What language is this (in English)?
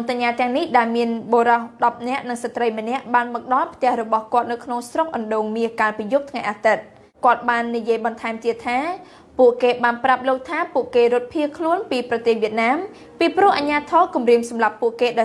Khmer